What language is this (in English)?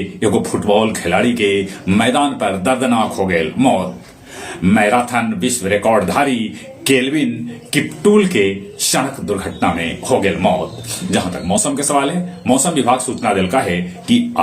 Magahi